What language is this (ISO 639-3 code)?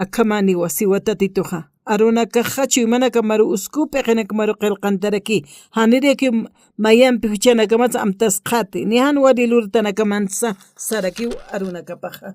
aym